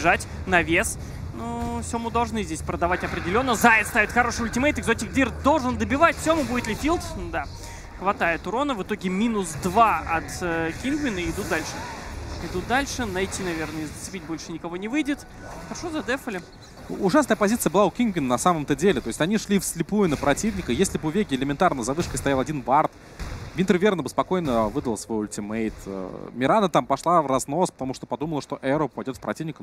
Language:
Russian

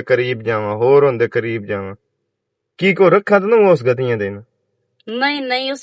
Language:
Western Panjabi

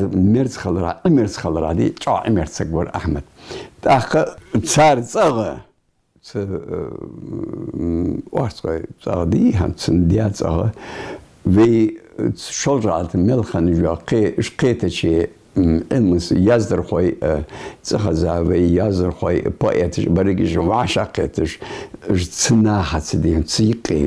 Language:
Ingush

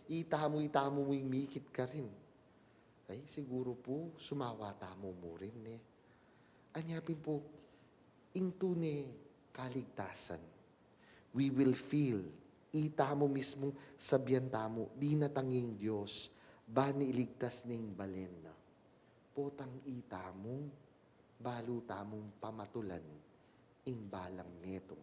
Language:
Pampanga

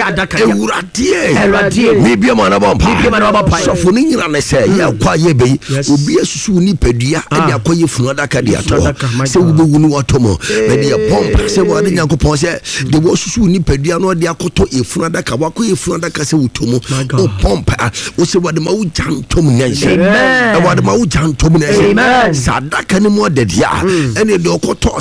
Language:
Akan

